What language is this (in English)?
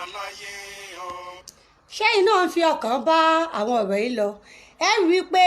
Yoruba